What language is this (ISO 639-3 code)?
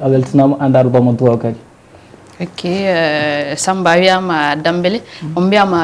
ful